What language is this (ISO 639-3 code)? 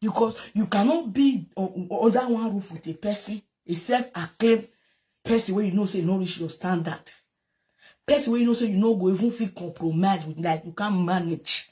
pcm